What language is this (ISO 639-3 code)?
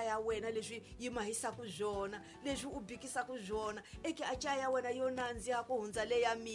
tso